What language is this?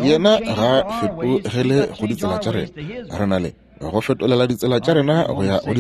Northern Sotho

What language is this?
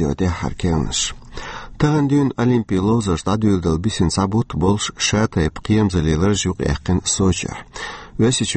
Chechen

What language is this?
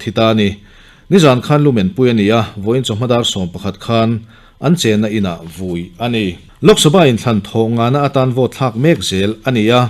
Mizo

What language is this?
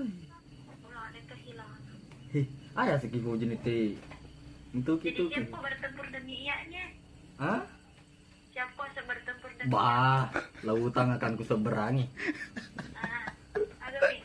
Buginese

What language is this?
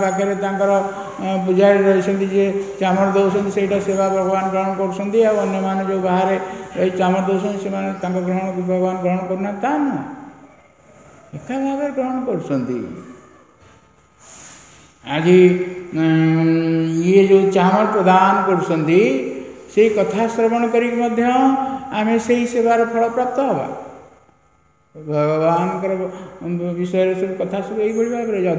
Odia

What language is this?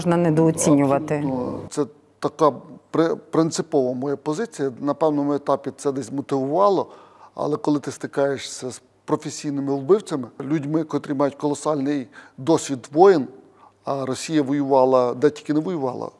Ukrainian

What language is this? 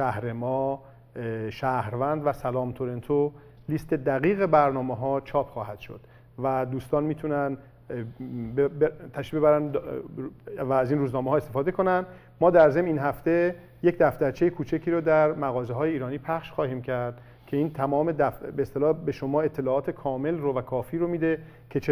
Persian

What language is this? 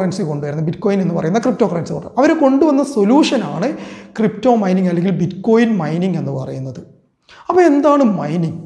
Malayalam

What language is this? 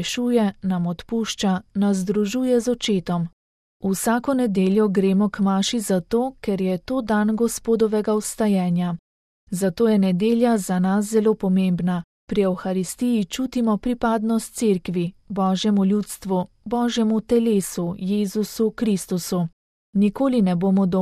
Slovenian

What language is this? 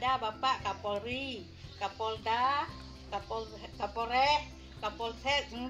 Achinese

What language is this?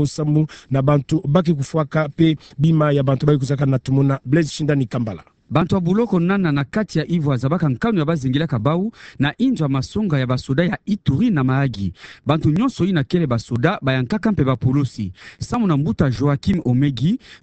Kituba (Democratic Republic of Congo)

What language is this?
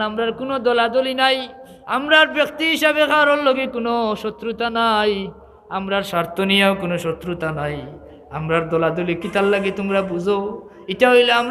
Sylheti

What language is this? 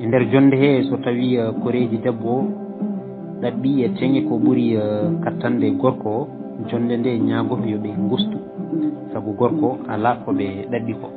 Fula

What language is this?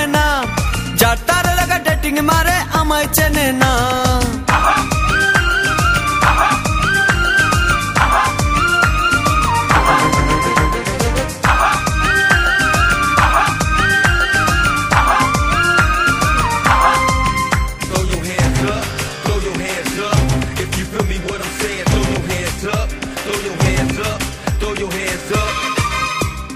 Bangla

